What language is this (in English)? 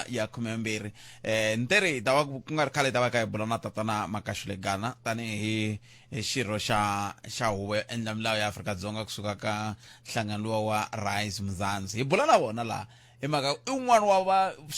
Tsonga